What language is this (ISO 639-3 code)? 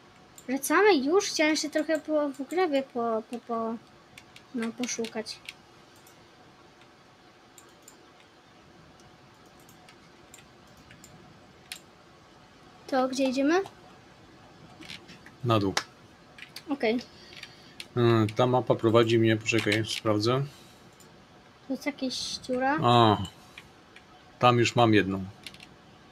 pol